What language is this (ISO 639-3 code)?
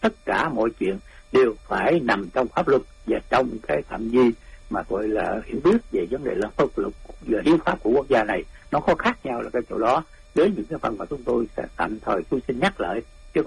vie